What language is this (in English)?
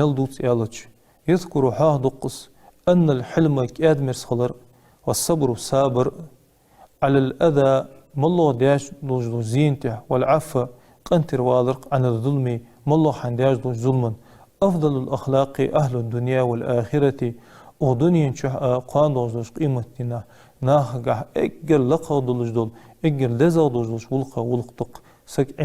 Ingush